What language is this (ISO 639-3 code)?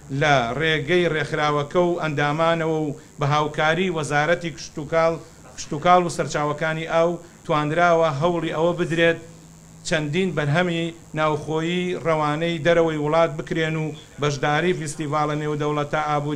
ckb